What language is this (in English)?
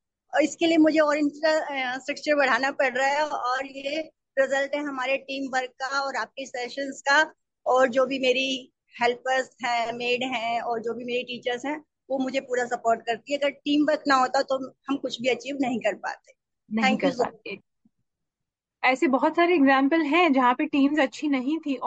Hindi